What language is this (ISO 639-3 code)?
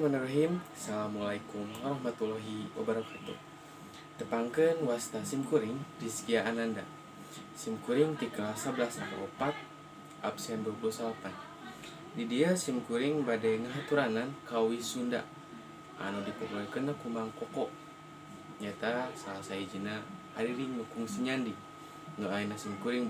sun